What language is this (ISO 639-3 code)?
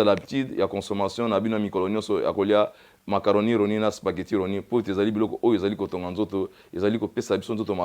lin